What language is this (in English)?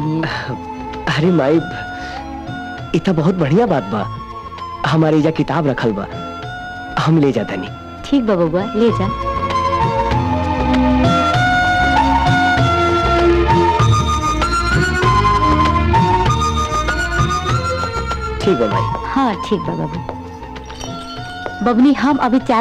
Bhojpuri